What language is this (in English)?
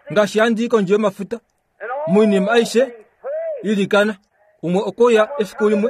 Kuanyama